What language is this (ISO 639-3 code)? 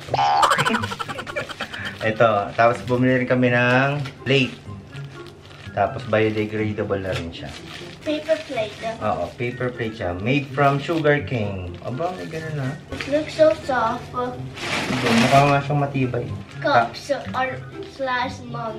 fil